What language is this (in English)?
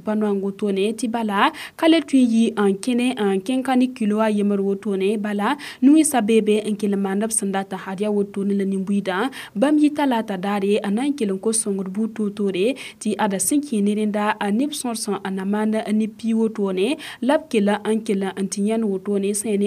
Mossi